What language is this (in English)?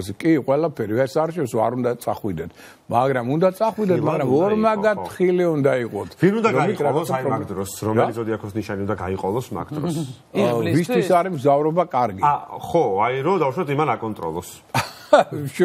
Georgian